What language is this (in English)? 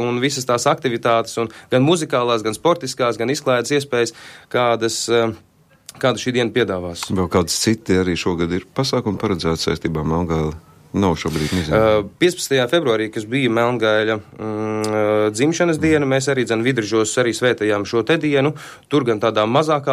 Latvian